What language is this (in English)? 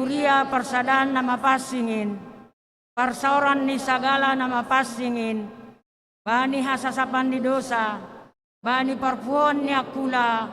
Batak Simalungun